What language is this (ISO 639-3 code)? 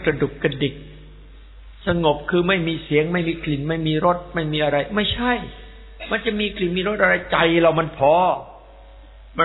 tha